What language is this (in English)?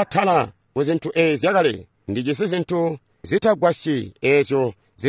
Tonga (Zambia)